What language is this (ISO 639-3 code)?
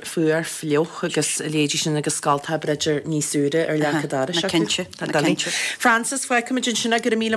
gle